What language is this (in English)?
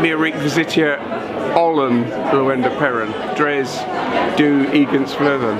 Cornish